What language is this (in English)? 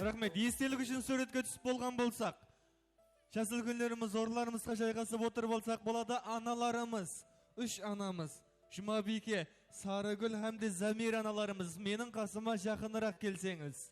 Kara-Kalpak